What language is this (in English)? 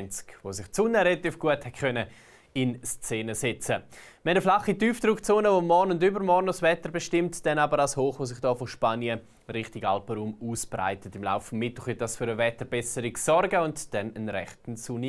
Swiss German